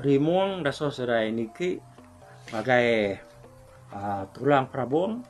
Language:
Iban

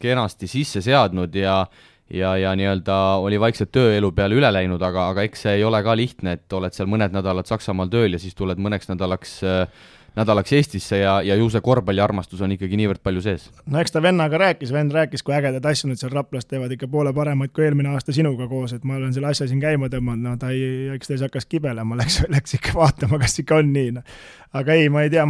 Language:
Estonian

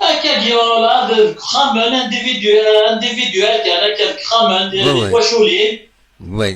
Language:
Kabyle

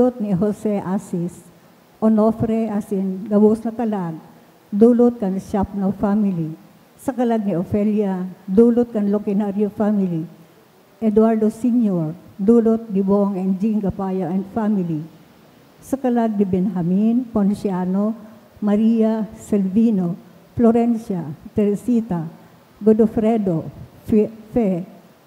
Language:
Bikol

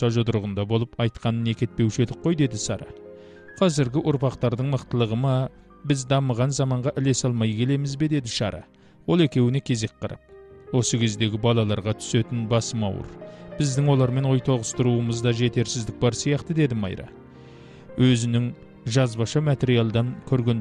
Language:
Kazakh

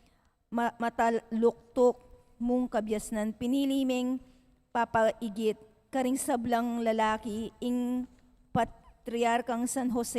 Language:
Pampanga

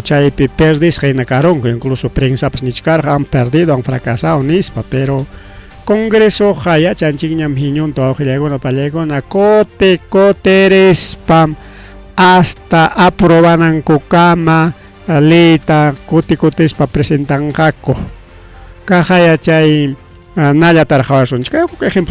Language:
Ayacucho Quechua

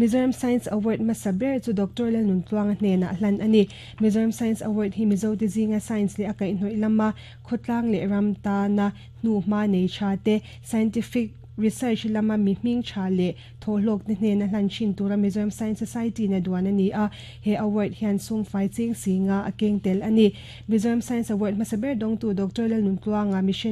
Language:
Mizo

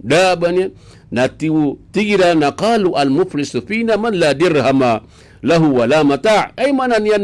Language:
Maranao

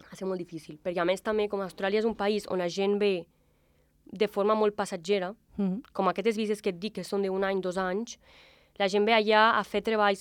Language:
Catalan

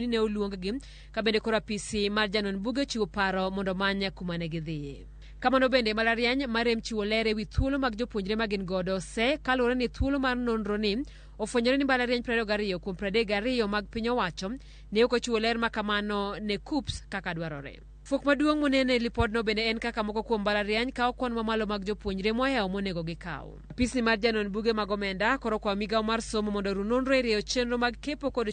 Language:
Luo (Kenya and Tanzania)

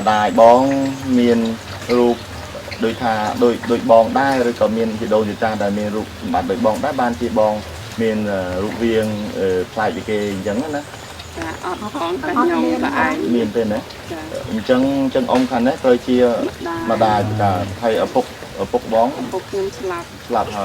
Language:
Khmer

